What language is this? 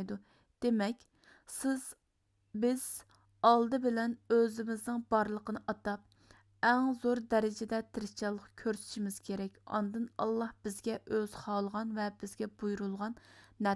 Uyghur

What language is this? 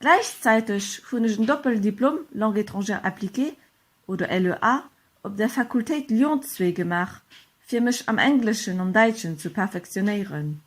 Luxembourgish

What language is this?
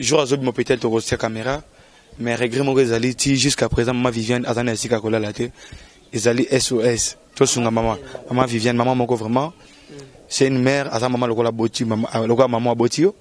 Lingala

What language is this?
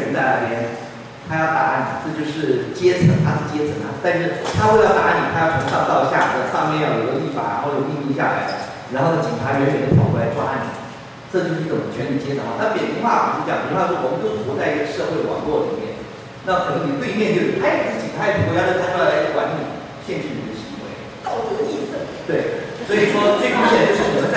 Chinese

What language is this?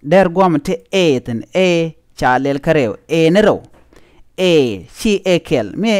Nuer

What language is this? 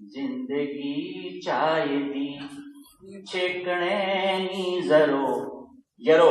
Dogri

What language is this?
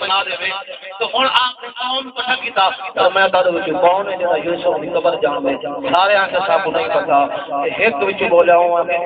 Saraiki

